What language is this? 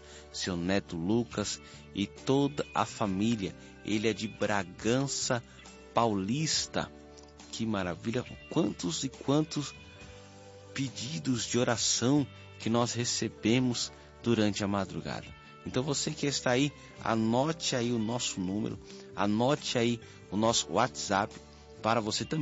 Portuguese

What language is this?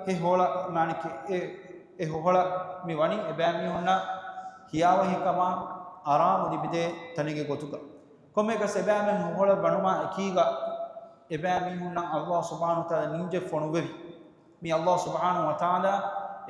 Divehi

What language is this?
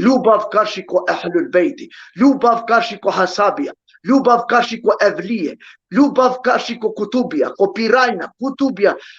Balkan Romani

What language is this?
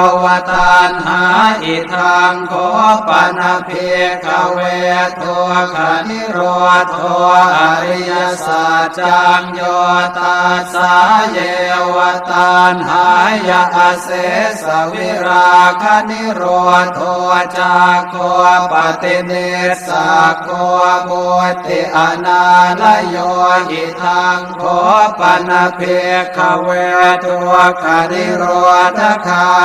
Pali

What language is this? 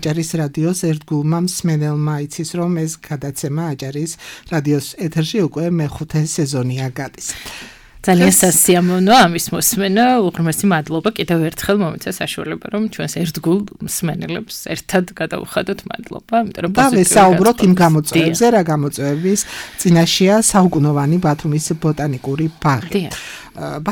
Georgian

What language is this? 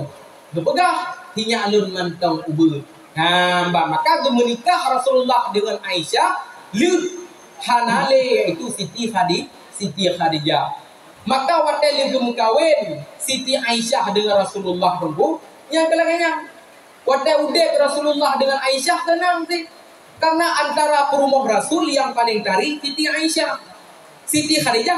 Achinese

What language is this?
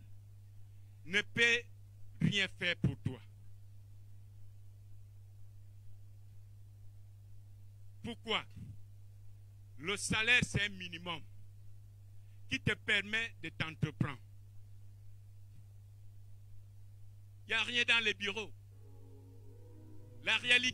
French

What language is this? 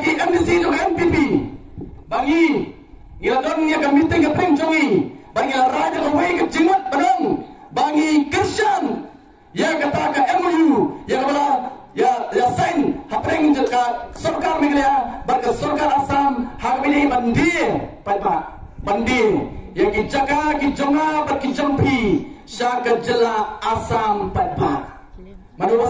Khasi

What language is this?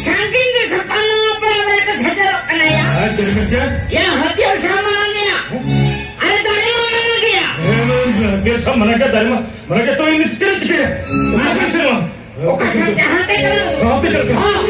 Santali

